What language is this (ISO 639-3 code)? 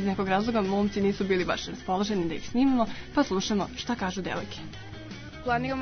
srp